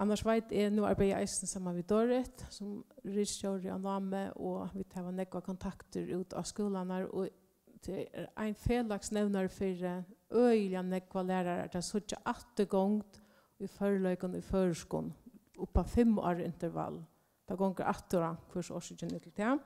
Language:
Faroese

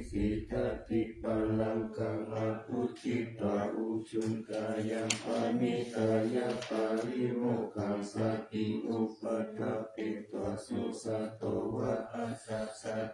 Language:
Pali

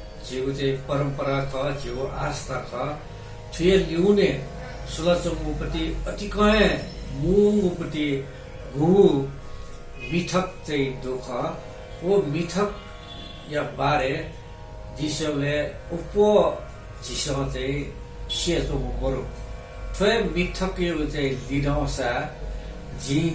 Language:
Newari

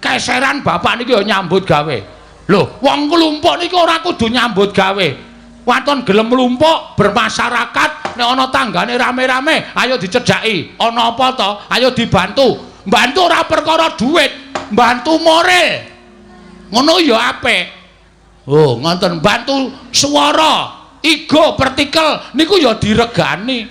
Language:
Javanese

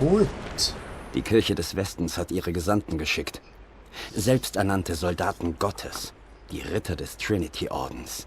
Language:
Swiss German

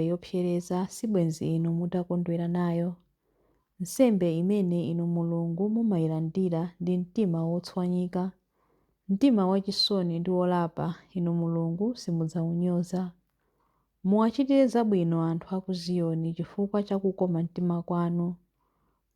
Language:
Nyanja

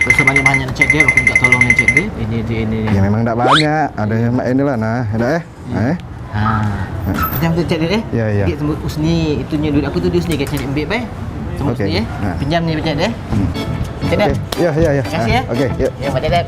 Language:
Musi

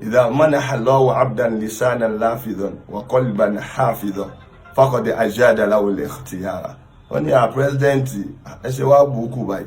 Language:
Yoruba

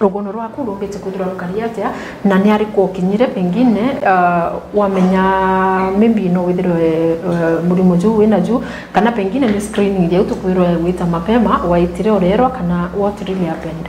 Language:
Meru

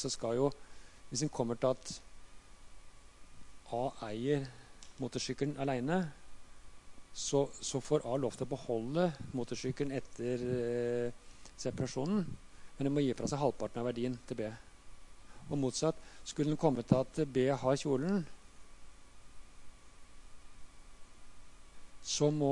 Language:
Norwegian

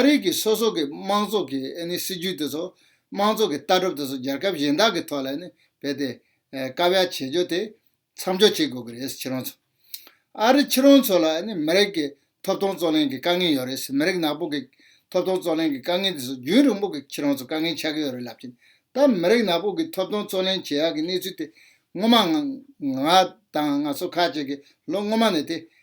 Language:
Tibetan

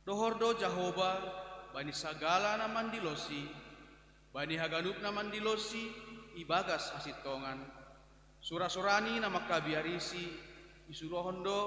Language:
Batak Simalungun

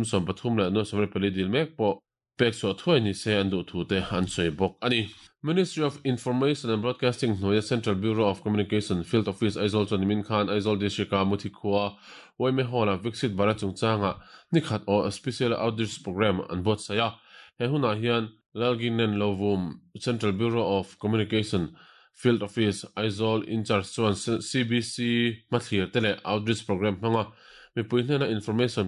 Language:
Mizo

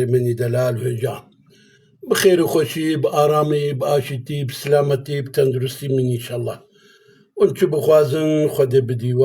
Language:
Kurdish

